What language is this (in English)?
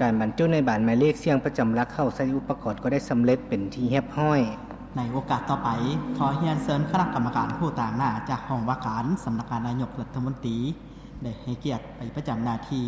Lao